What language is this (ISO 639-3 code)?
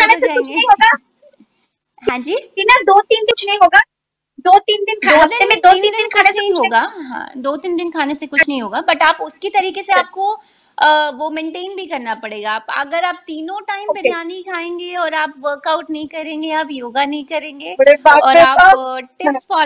hin